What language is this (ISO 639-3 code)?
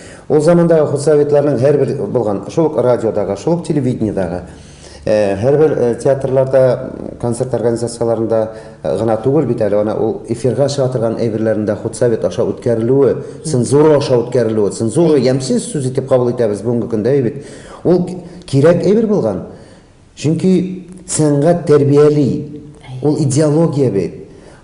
tat